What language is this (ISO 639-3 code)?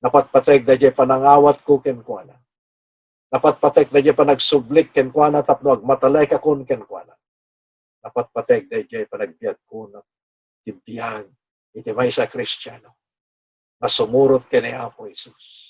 ilo